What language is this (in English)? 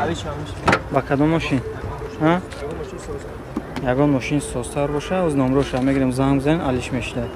Tajik